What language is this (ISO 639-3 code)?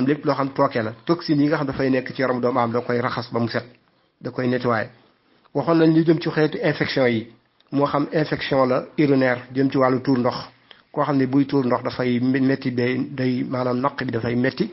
wol